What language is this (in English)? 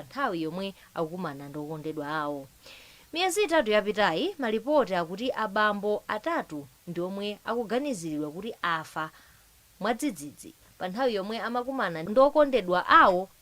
Nyanja